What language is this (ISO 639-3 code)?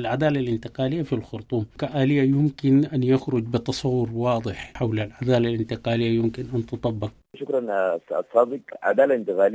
apd